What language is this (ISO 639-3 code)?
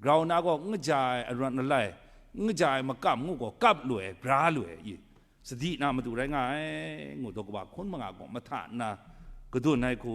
kac